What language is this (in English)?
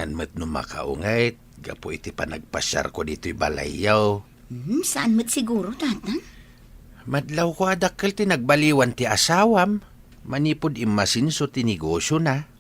Iloko